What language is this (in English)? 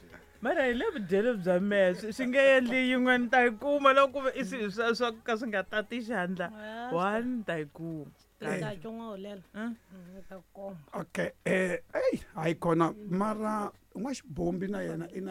Tsonga